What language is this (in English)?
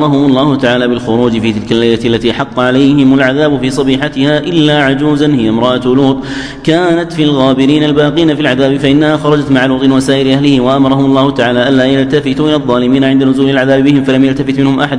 Arabic